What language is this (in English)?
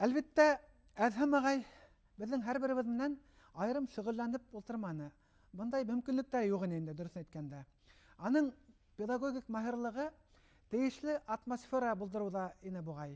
Bashkir